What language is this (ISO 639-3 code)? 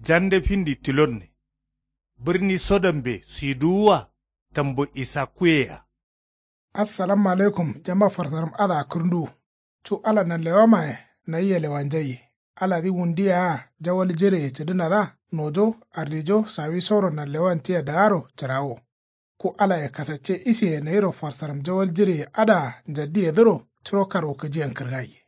kau